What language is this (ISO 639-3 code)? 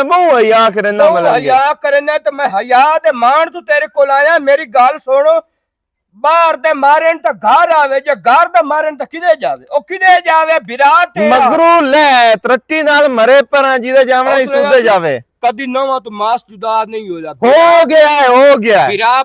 lah